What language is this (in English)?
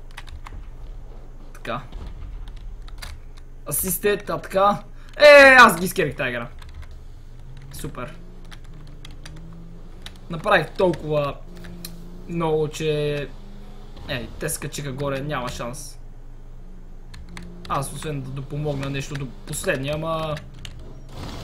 Bulgarian